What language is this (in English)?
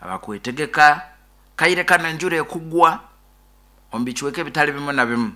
Nyankole